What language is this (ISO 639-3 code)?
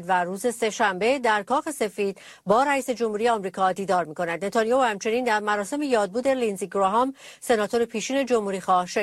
fas